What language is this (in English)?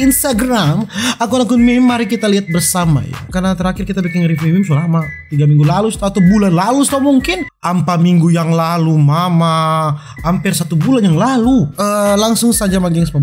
Manado Malay